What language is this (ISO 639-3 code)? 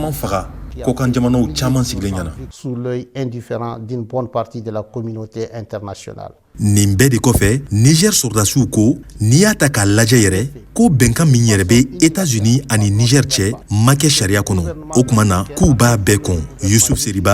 bam